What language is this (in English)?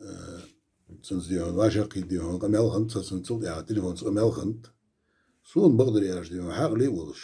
Ingush